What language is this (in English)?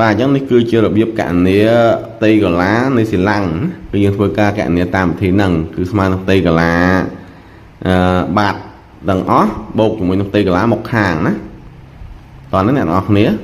Khmer